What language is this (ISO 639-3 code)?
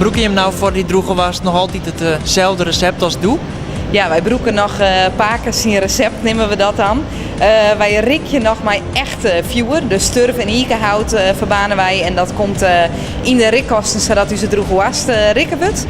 fry